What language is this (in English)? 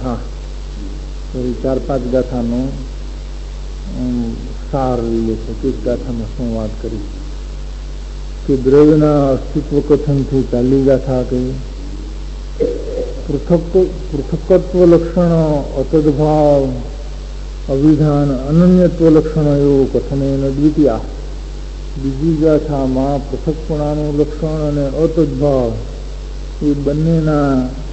Gujarati